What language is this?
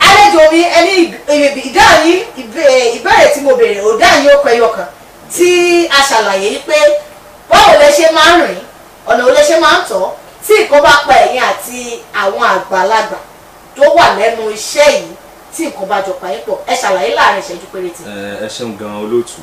Yoruba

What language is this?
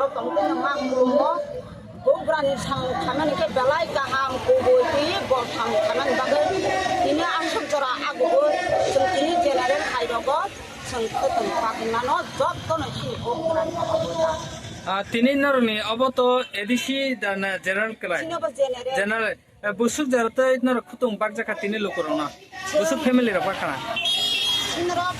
Kok Borok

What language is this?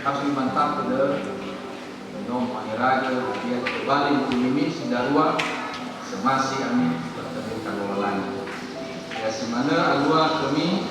Nias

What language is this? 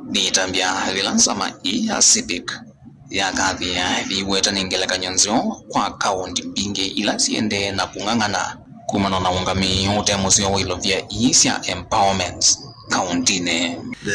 Kamba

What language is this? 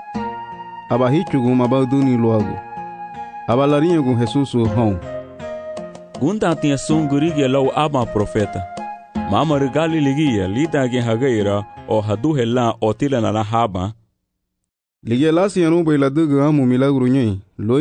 Garifuna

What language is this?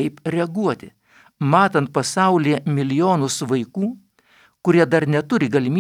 Lithuanian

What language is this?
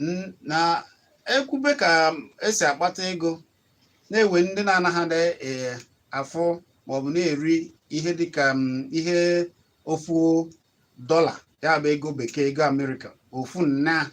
Igbo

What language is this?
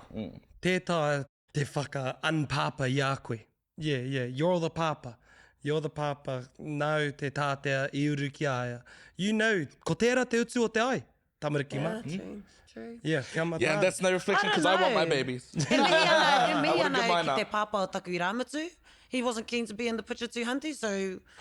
Māori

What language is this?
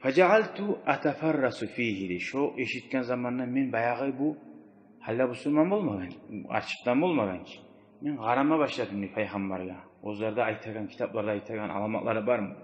Kumyk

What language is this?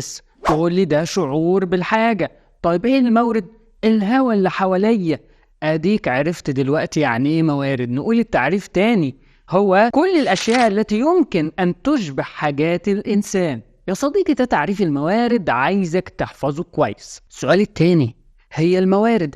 Egyptian Arabic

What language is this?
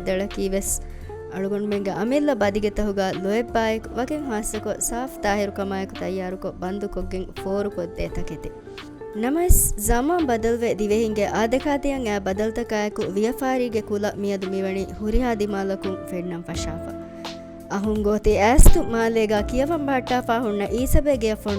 Divehi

